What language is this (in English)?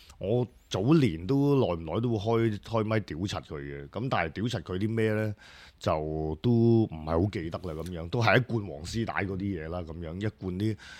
Cantonese